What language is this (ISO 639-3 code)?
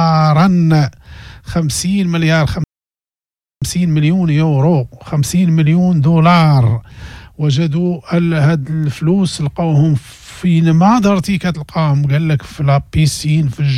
ary